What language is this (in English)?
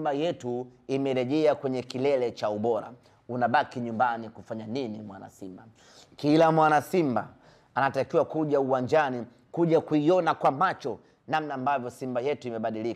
Swahili